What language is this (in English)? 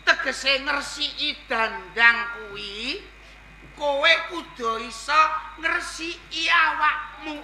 Javanese